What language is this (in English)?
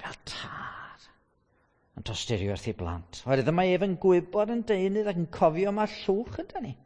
Welsh